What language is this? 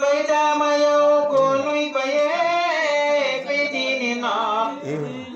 Wolof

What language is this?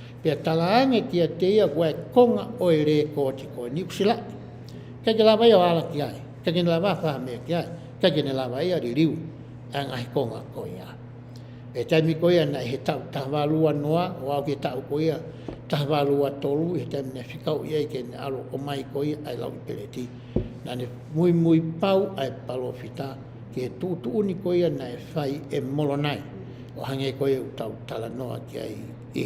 Tongan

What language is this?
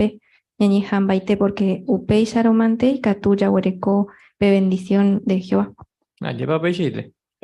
Guarani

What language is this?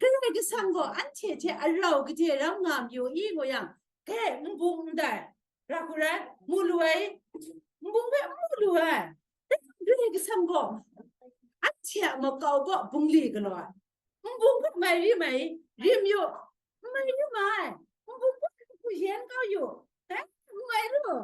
Kachin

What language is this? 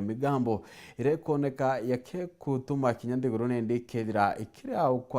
Meru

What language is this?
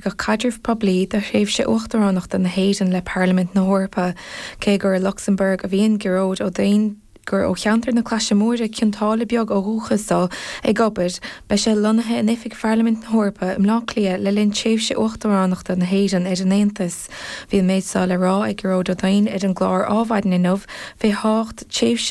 Irish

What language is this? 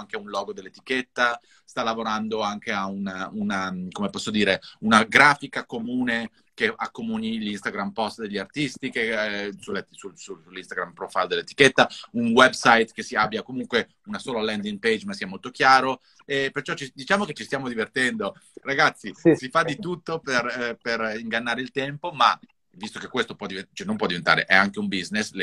Italian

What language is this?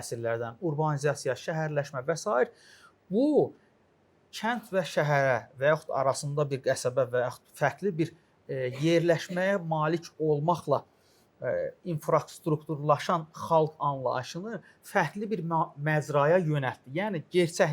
Azerbaijani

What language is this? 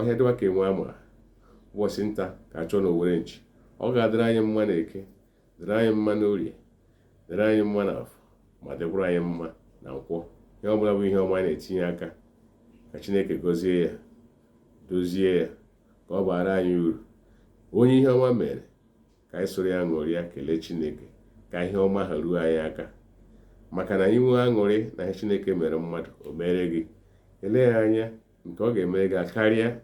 Igbo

